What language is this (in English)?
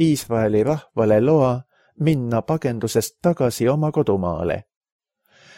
Estonian